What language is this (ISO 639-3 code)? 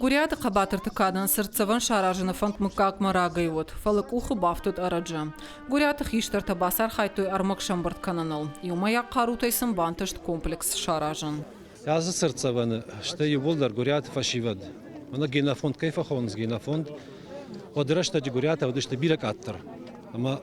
oss